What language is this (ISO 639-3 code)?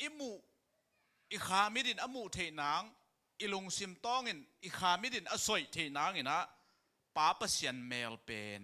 ctd